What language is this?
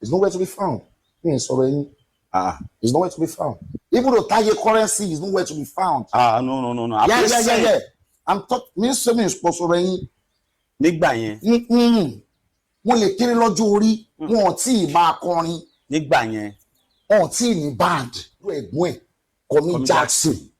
Yoruba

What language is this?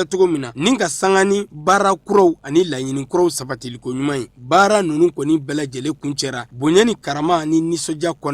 Bambara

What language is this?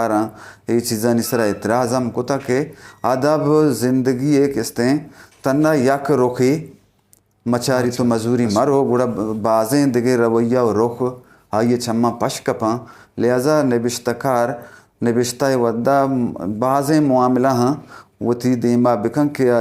Eastern Balochi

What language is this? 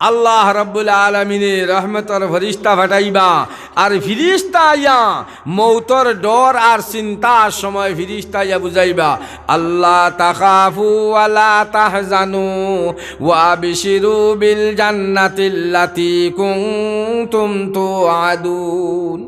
Sylheti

